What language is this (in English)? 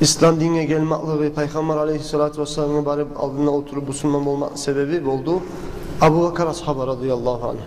Kumyk